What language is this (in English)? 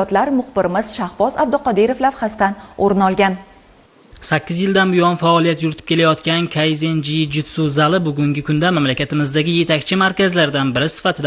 Uzbek